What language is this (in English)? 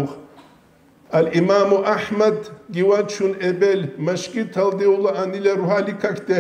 Avaric